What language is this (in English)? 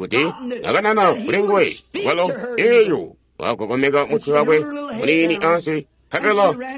Tonga (Zambia)